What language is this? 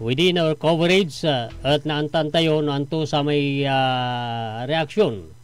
Pangasinan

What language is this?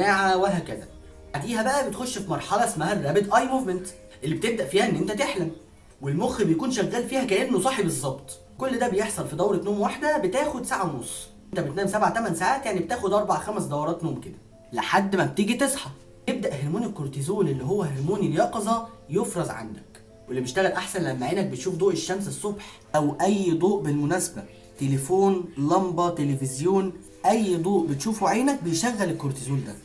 Egyptian Arabic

